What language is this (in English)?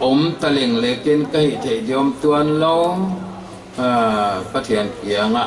Paite Chin